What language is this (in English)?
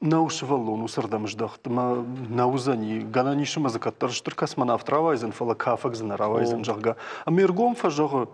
Ossetic